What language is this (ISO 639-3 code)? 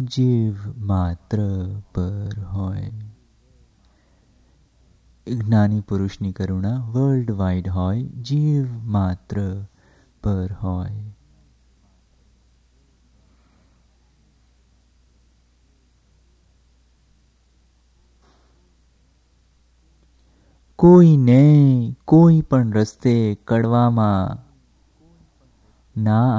guj